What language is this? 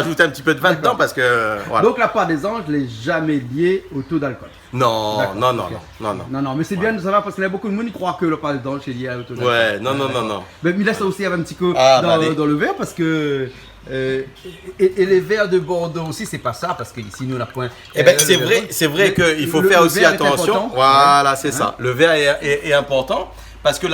Réunion Creole French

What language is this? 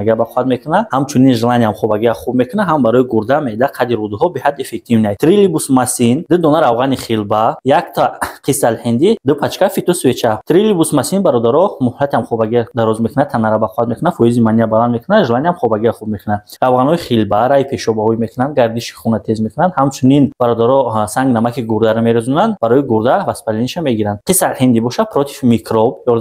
Tajik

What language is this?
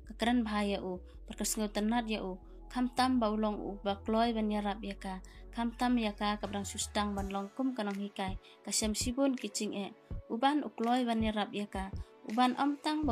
Khasi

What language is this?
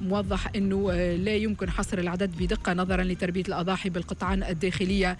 Tunisian Arabic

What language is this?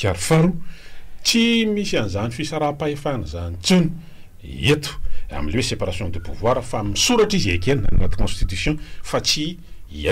Malagasy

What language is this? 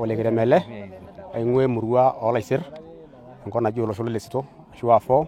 Masai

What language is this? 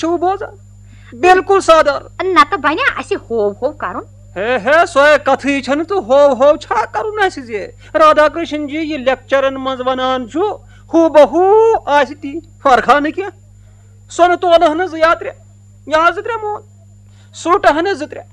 Kashmiri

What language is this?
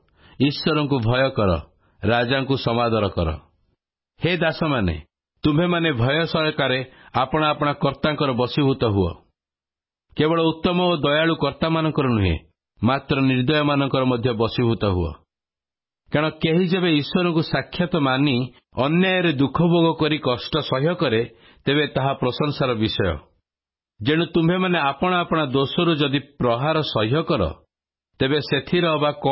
Odia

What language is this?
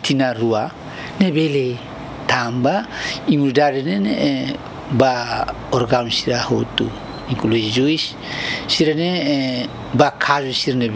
Tetum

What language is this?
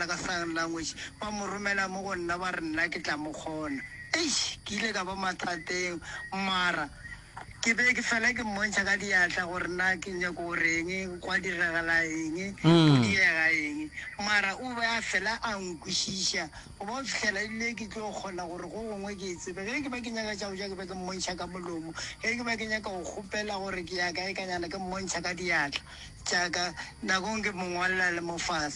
Northern Sotho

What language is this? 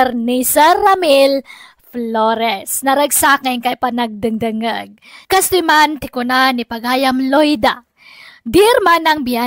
Iloko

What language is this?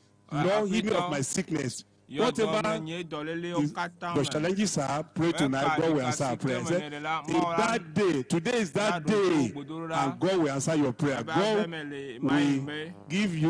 Ewe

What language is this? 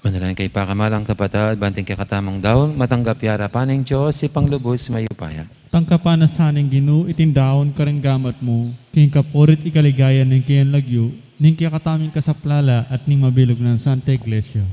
Pampanga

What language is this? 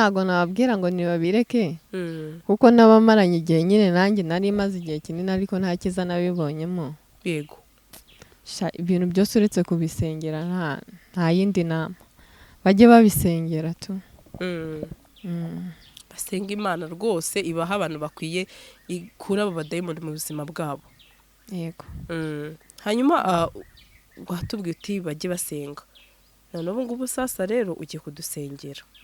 Kinyarwanda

